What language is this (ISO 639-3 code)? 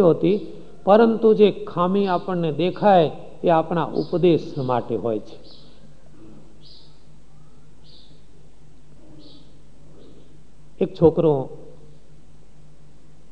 guj